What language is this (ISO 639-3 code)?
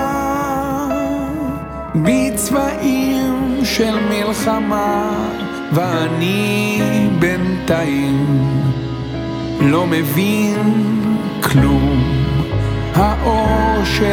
heb